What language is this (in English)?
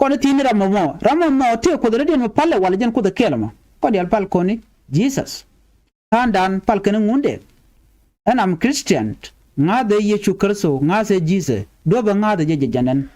Nuer